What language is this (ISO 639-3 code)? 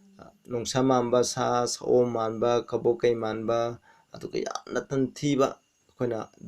mni